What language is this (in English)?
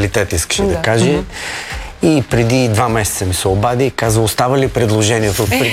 Bulgarian